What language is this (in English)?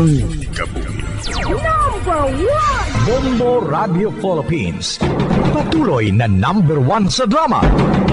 Hiligaynon